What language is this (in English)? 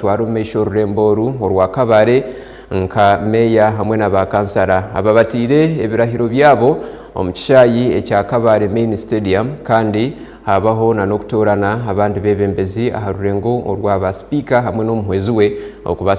Nyankole